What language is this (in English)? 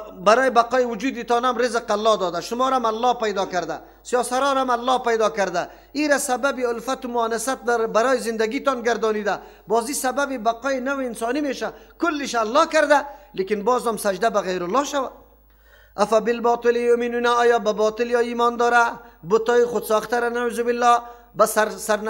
Persian